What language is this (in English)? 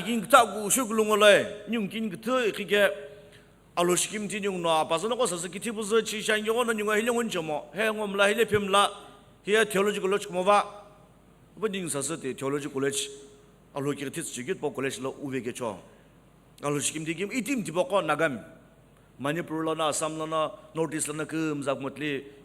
Sumi Naga